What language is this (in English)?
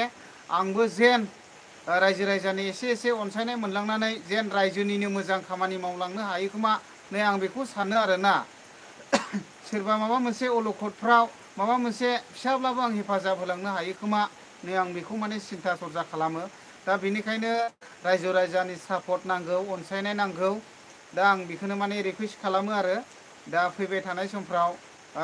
Bodo